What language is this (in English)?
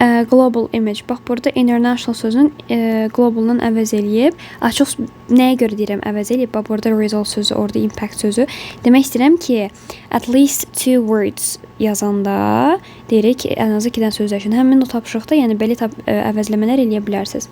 Azerbaijani